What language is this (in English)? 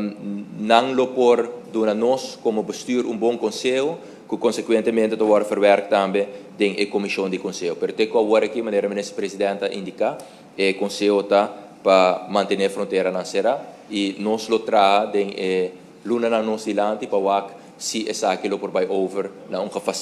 Papiamento